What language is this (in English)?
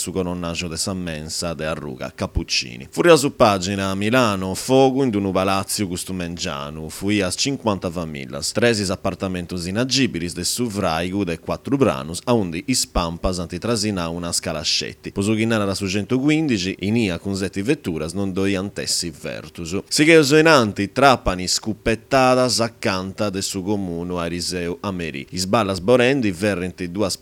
Sardinian